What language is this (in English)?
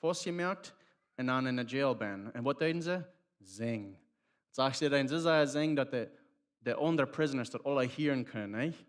Plautdietsch